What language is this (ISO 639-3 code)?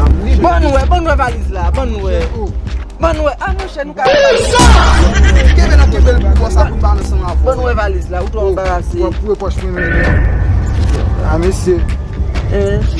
hat